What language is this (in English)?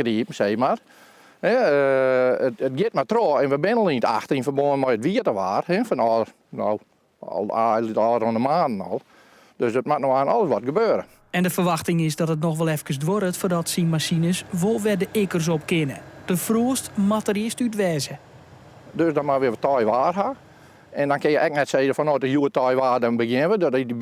Western Frisian